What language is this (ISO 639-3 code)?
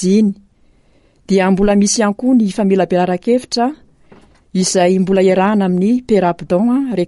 mlg